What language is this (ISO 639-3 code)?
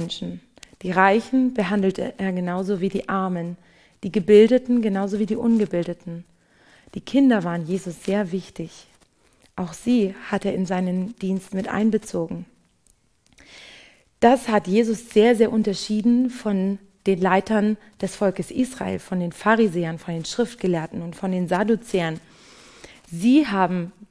deu